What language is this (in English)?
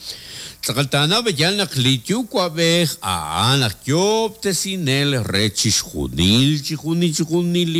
Kekchí